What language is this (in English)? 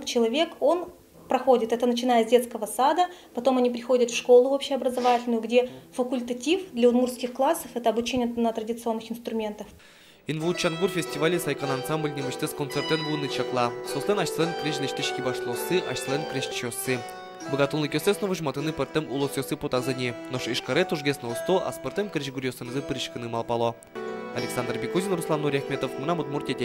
Udmurt